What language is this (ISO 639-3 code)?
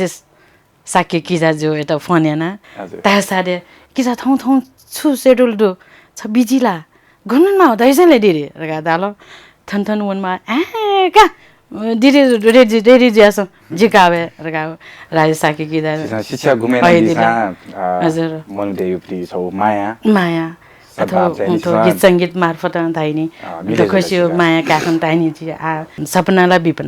new